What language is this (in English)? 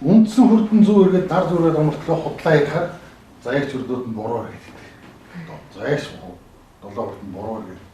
Mongolian